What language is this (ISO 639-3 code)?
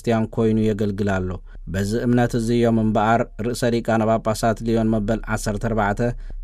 tir